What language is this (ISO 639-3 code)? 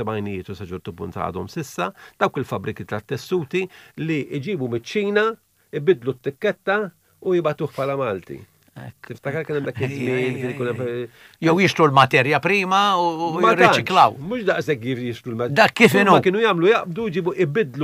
mlt